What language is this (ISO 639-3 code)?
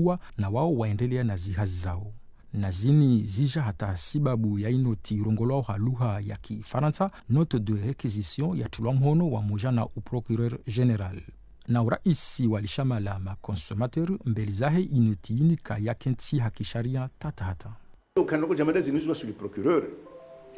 zdj